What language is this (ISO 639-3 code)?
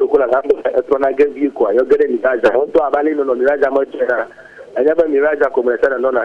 ewe